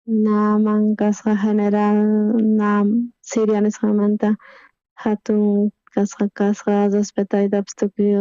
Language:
South Bolivian Quechua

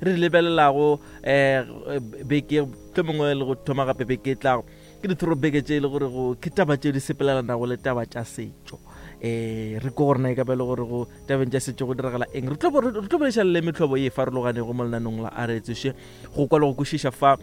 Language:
Northern Sotho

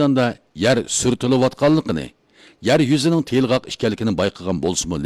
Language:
Uyghur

